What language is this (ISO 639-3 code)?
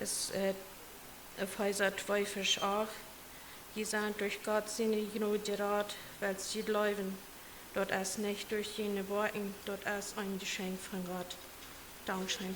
pdt